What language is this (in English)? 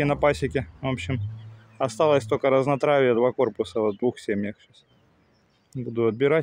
Russian